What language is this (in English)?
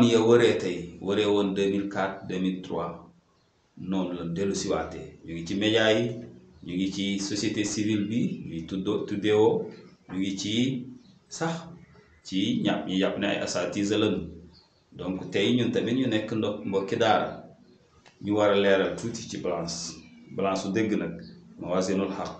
Wolof